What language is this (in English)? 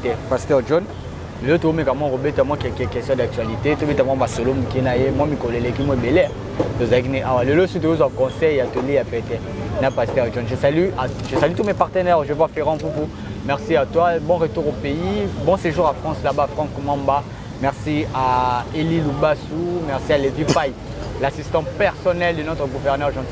Lingala